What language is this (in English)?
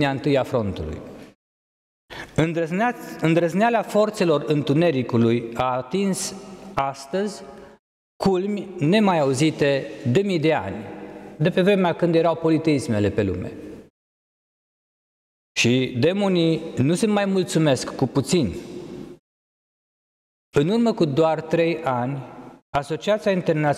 Romanian